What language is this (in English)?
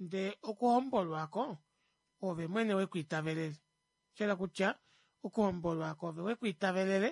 Kuanyama